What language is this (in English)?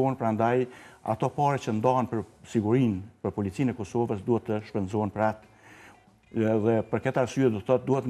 Albanian